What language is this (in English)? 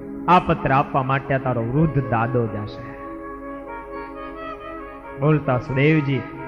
Gujarati